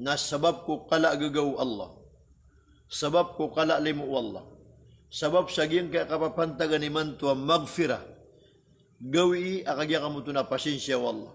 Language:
Maranao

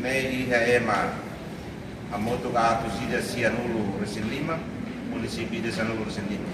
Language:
Tetum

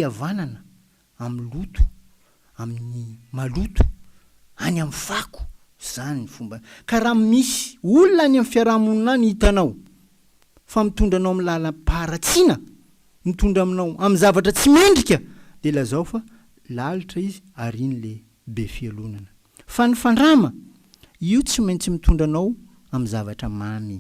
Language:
Malagasy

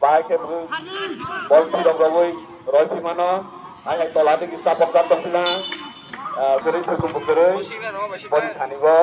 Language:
Kok Borok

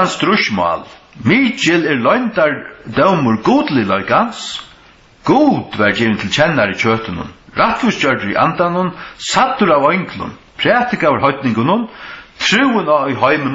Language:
Faroese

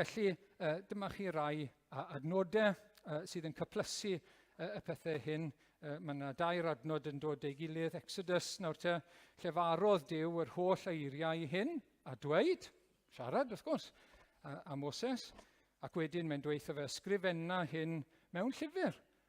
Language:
Welsh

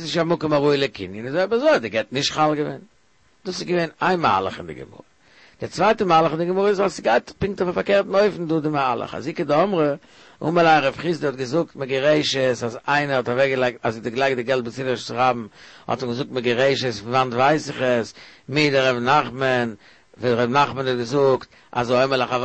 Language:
Yiddish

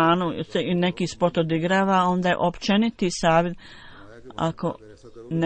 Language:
Bosnian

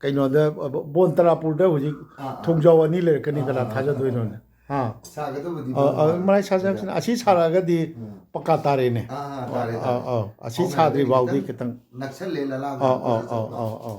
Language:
Manipuri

